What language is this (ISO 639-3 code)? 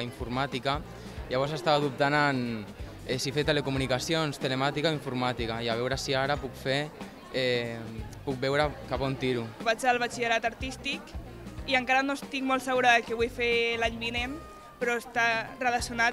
cat